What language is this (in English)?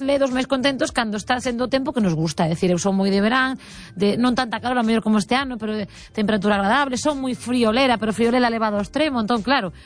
Galician